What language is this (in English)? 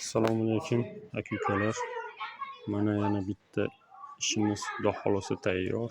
Uzbek